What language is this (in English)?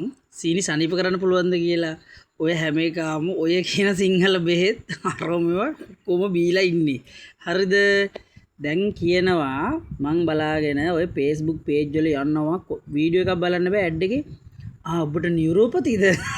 Sinhala